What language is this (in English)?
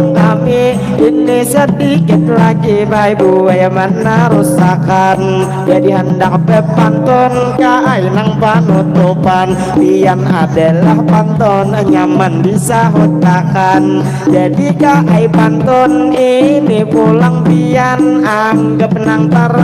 Banjar